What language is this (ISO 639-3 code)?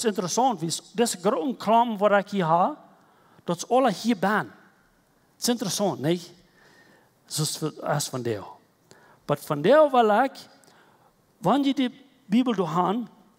pdt